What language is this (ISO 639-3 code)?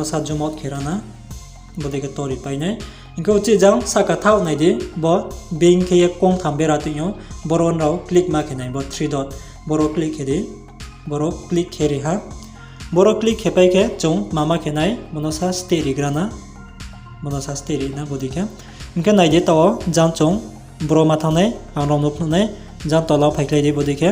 ria